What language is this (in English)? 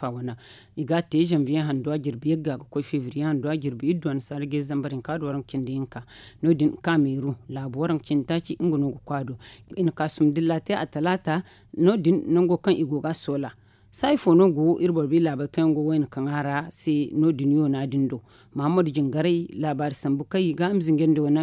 Zarma